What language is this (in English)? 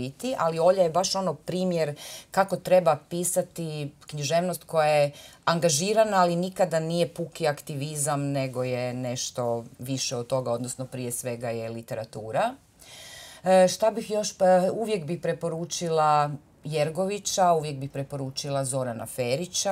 Croatian